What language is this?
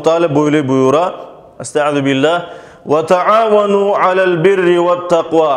Crimean Tatar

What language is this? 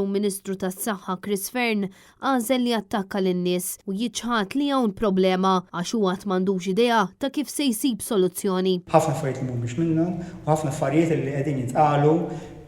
Maltese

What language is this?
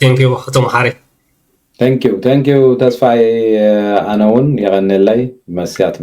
Tigrinya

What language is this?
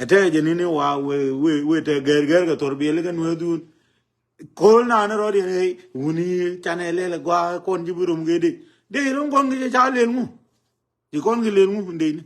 Nuer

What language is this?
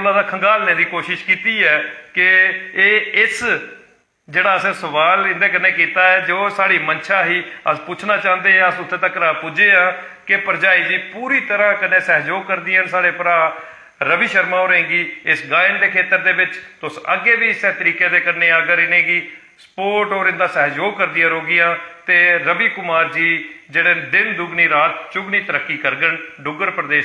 Dogri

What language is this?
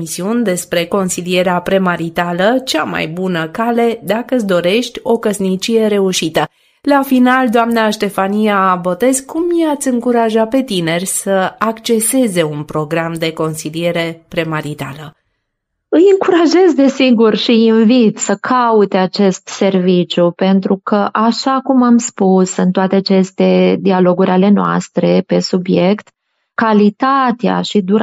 Romanian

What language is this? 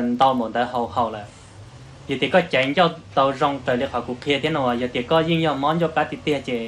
Hmong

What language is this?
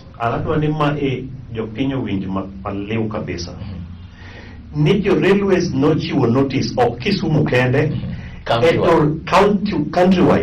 Luo (Kenya and Tanzania)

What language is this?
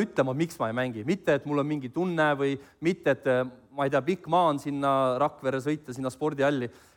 Estonian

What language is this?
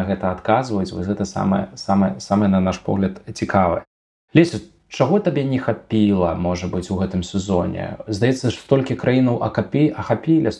Belarusian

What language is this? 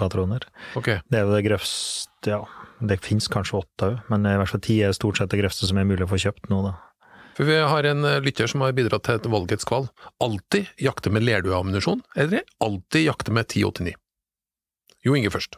Norwegian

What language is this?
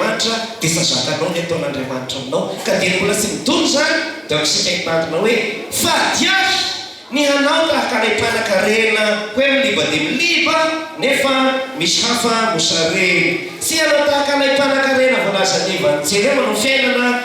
Malagasy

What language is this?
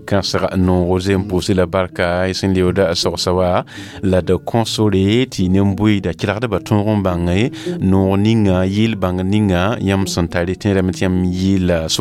Mossi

